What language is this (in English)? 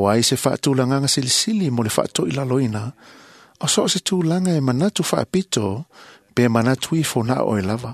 Samoan